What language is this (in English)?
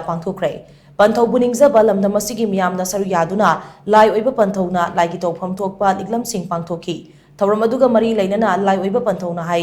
Manipuri